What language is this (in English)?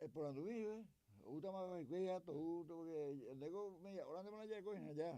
Guarani